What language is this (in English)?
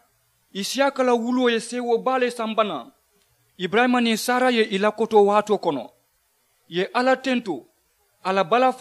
Mandingo